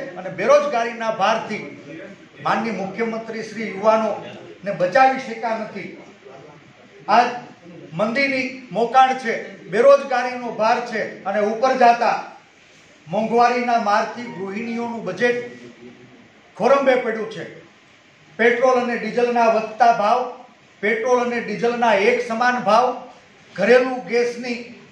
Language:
Gujarati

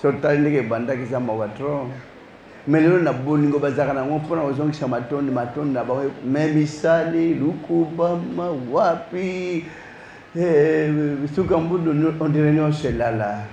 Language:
Lingala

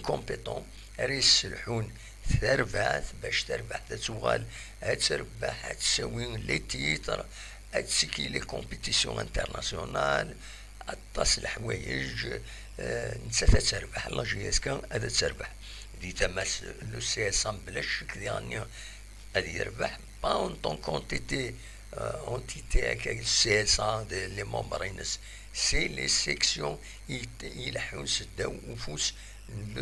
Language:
Kabyle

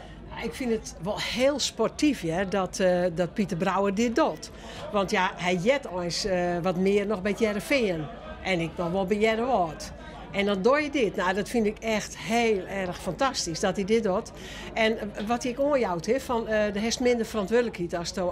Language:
Western Frisian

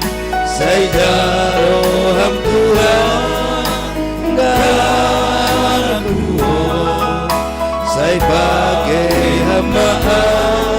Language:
Batak Simalungun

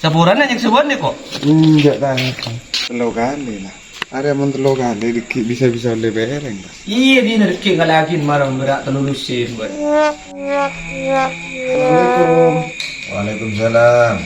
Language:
Madurese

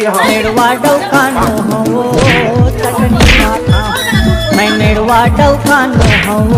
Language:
Chhattisgarhi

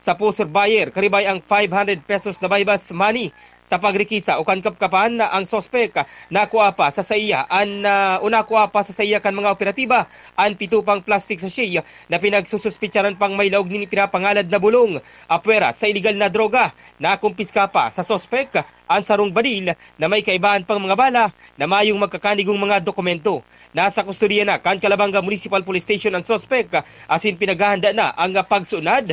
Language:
Bikol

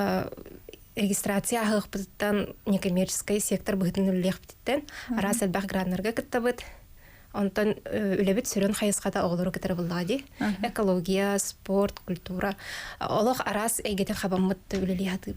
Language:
Yakut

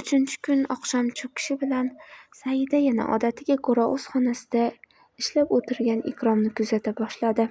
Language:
Uzbek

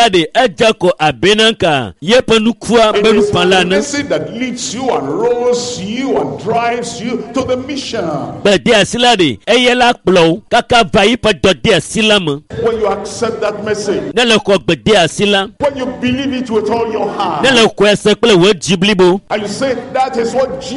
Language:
Ewe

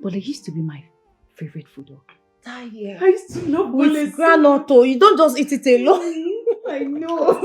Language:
Nigerian Pidgin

